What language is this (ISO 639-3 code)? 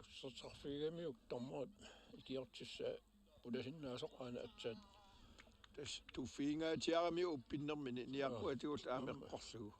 kal